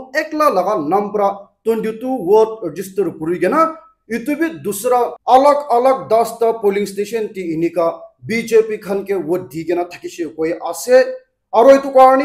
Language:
Naga Pidgin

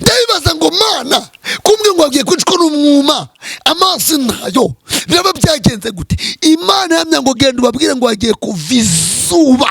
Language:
Kinyarwanda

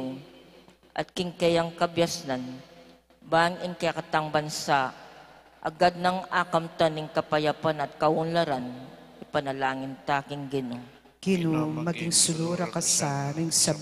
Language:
Pampanga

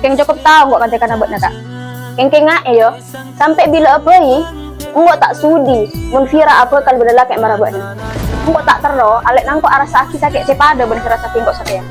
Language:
Madurese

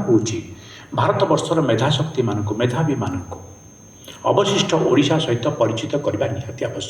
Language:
Odia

